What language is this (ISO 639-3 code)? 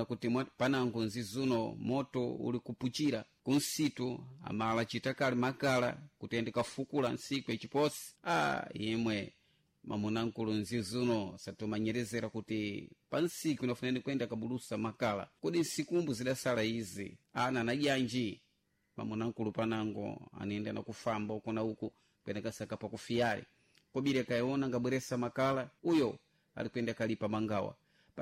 seh